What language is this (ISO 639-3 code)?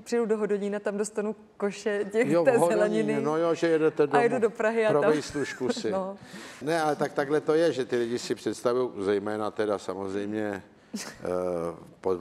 ces